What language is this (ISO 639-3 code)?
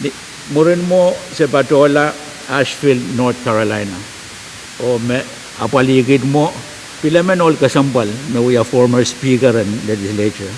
pon